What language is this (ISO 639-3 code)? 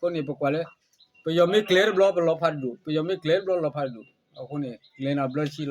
ksw